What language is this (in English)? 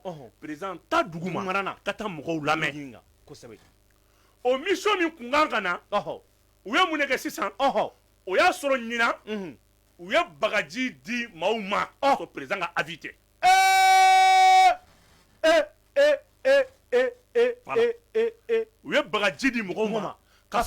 Bambara